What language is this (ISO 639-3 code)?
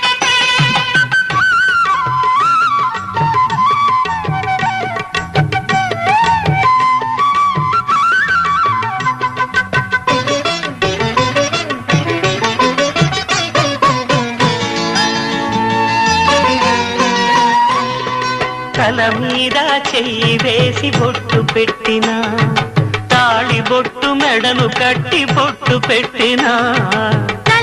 tel